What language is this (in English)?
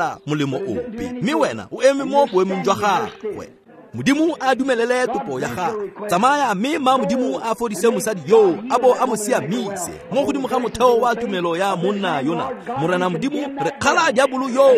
Tswana